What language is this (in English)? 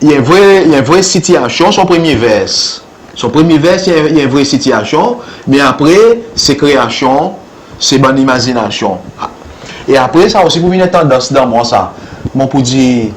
Seselwa Creole French